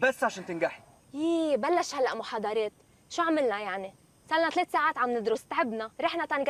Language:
North Levantine Arabic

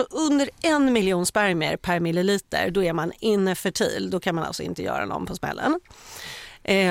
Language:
Swedish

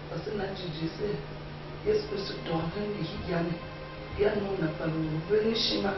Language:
Tiv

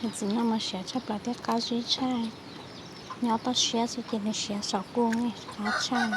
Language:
Hmong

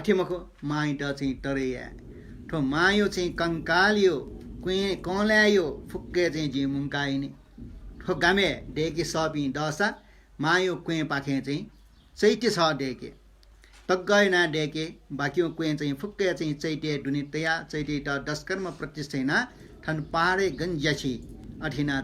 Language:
Newari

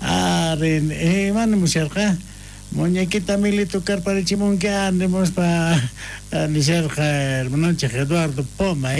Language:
South Bolivian Quechua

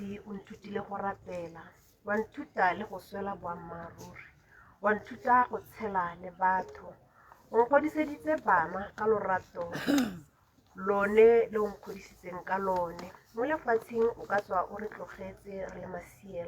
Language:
Tswana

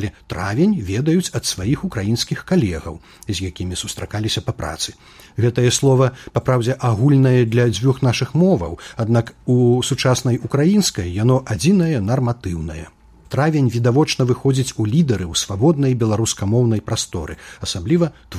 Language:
Belarusian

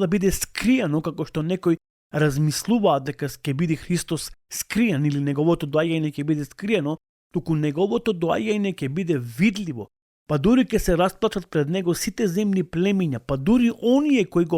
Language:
Macedonian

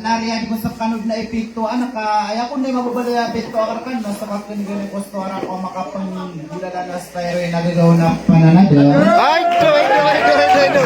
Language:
Maranao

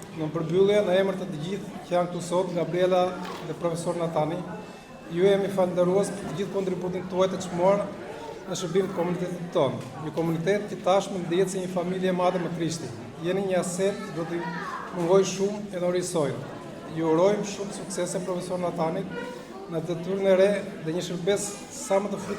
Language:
Albanian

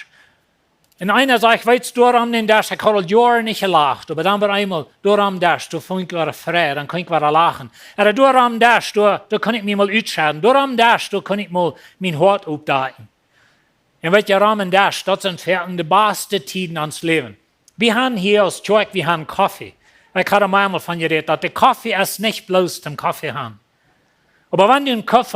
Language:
Plautdietsch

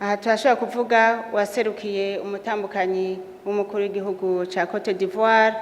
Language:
Rundi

